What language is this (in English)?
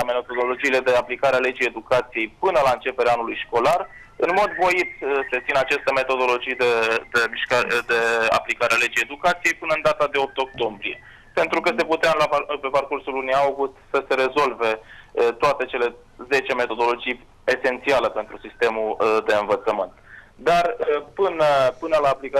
Romanian